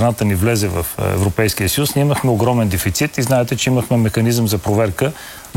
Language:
Bulgarian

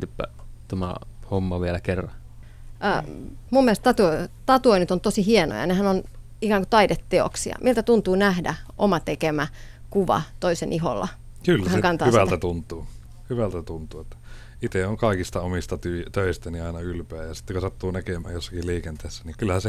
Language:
Finnish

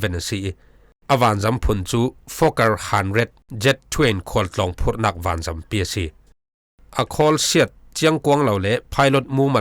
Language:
Falam Chin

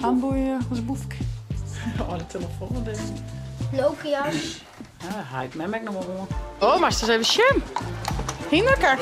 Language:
Western Frisian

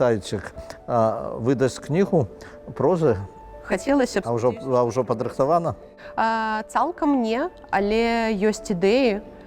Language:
Belarusian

